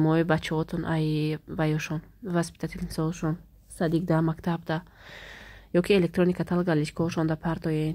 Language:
Tajik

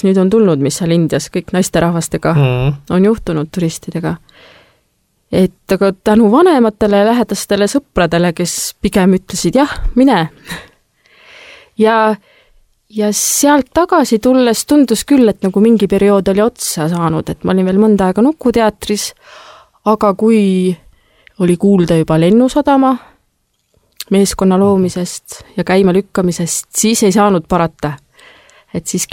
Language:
Estonian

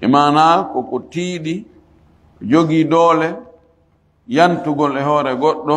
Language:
Fula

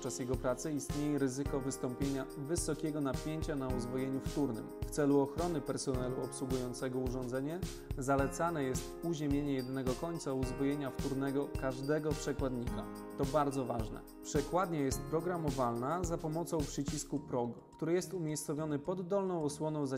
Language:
Polish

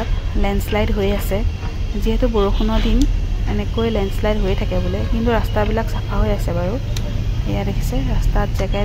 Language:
Assamese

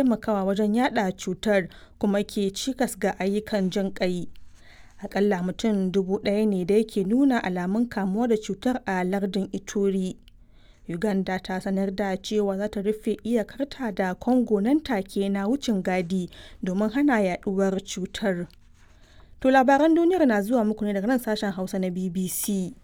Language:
Hausa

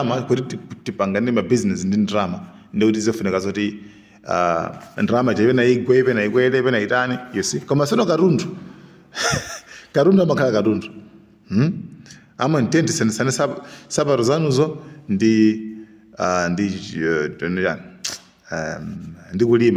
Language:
Nyanja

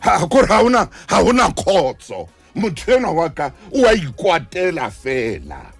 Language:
Southern Sotho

